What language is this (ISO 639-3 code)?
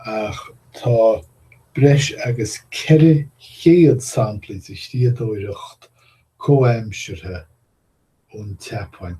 gle